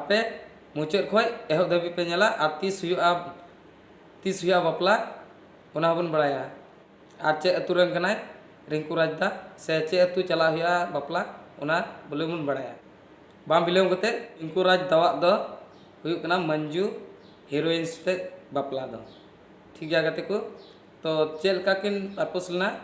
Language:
Santali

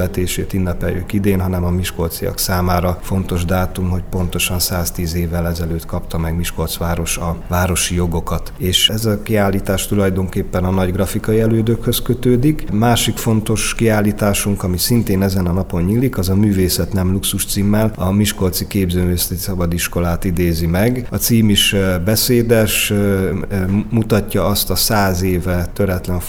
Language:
Hungarian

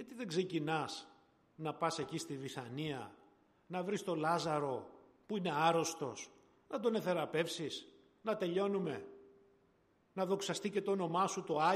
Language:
Greek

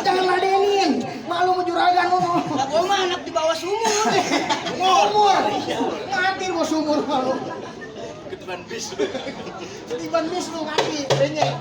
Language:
Betawi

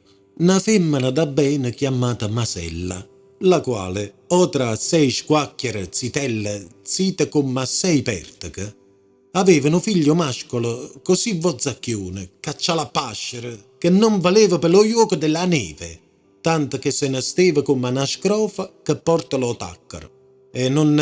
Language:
Neapolitan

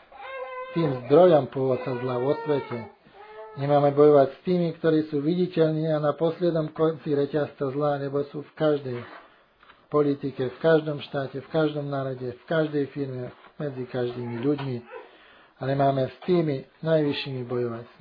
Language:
Slovak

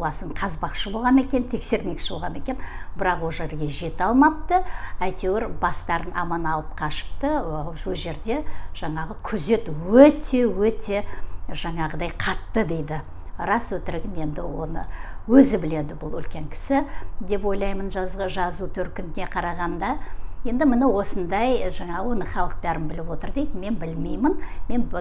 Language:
Kazakh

